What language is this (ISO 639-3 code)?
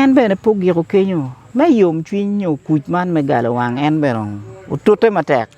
ach